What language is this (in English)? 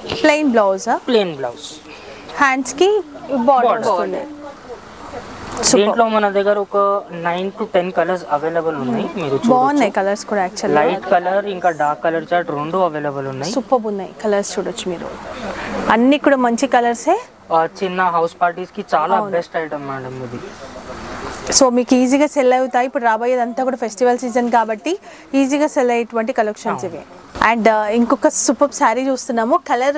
Telugu